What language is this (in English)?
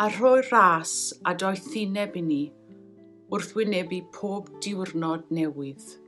Welsh